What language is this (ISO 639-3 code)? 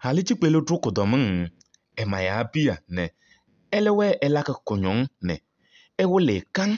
kbp